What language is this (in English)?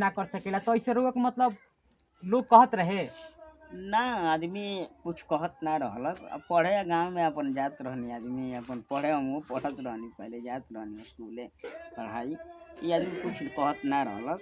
Bhojpuri